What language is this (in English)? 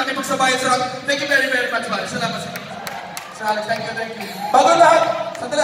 Filipino